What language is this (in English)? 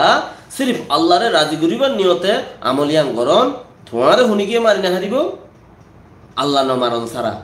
Rohingya